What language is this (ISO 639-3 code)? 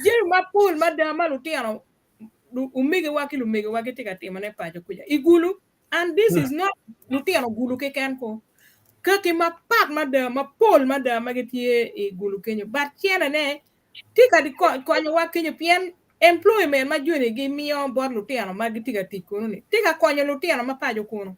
ach